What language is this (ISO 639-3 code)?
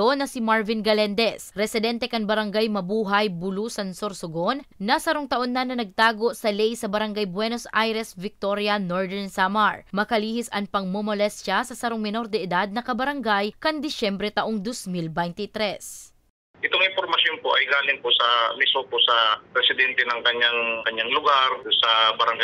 bik